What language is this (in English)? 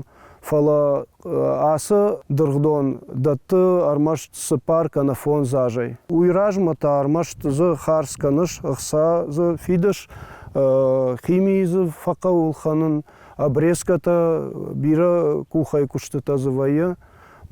Ossetic